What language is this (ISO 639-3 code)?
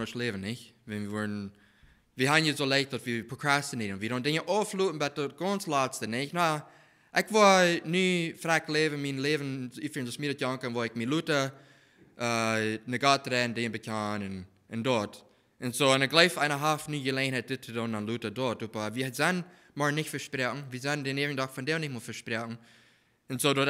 pdt